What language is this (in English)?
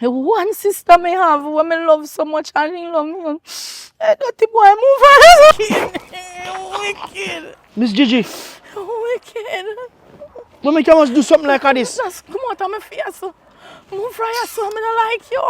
Jamaican Creole English